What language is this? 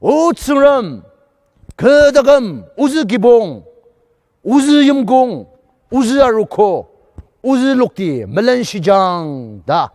Ao Naga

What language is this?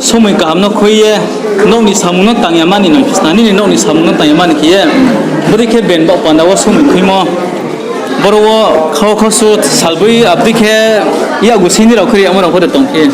Riang (India)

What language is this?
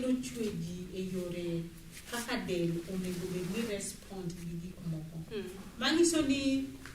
Luo (Kenya and Tanzania)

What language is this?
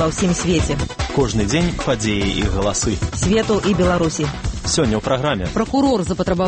Belarusian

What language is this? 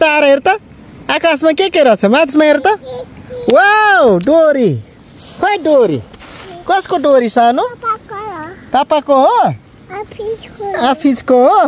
Nepali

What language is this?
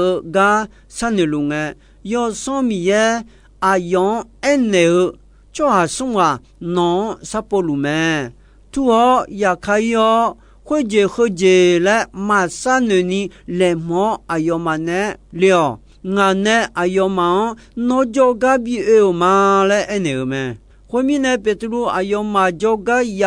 Akha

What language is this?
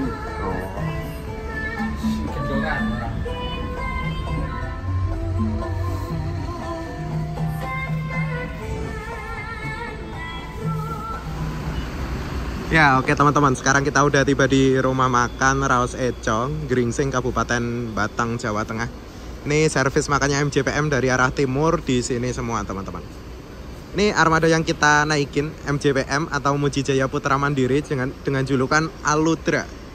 Indonesian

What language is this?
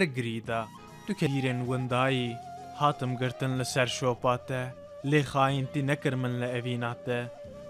Kurdish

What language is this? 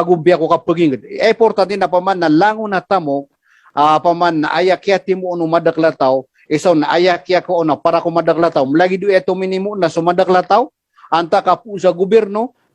Maranao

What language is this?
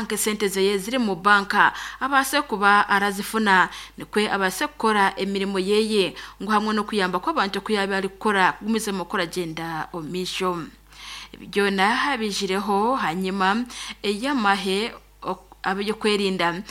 Nyankole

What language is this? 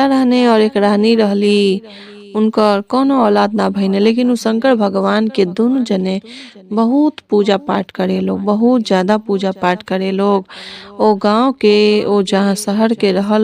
Bhojpuri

